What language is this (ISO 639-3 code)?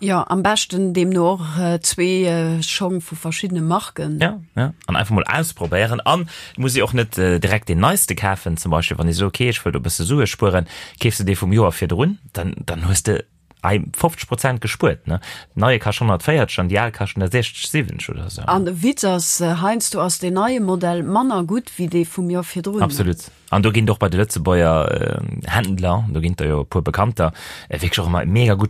ltz